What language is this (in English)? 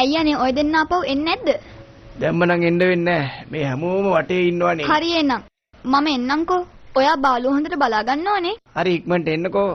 Sinhala